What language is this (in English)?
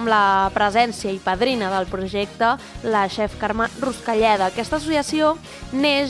Catalan